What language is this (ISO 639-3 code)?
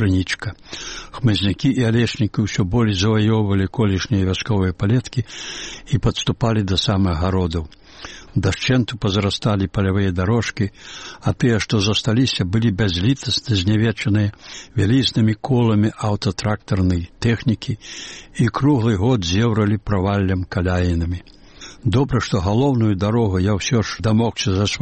bel